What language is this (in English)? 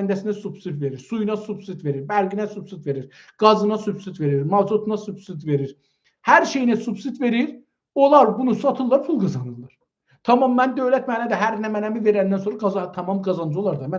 South Azerbaijani